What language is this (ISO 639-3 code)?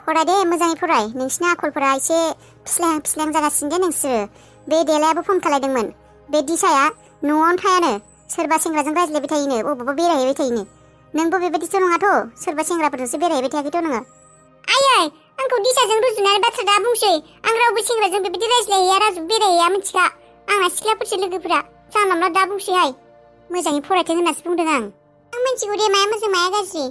brx